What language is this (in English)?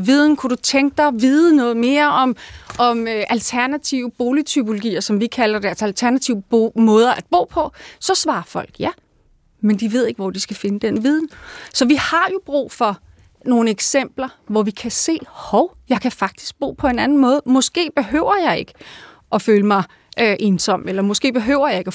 Danish